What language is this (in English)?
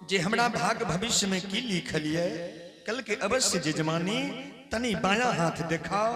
Angika